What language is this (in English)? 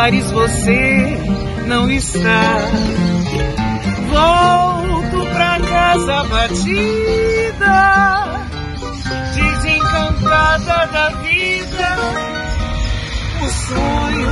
Portuguese